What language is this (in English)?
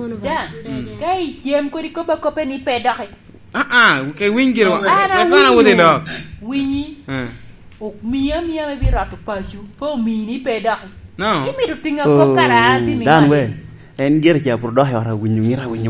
Lango (Uganda)